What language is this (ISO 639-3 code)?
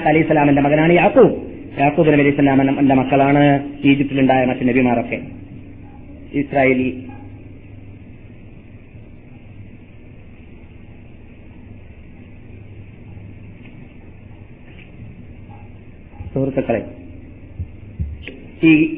mal